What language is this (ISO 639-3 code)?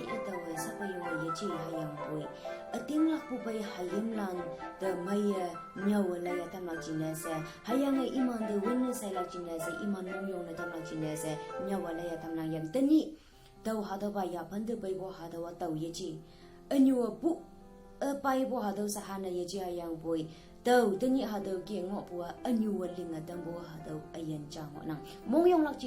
nbe